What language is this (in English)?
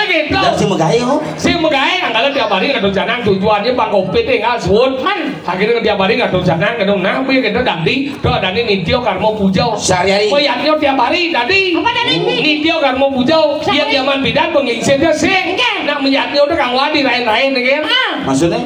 Balinese